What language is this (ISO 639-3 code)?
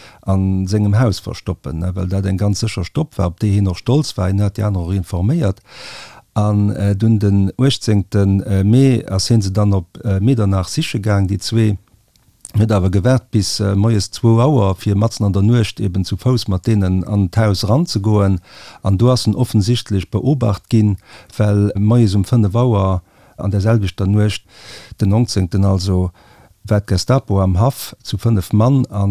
ltz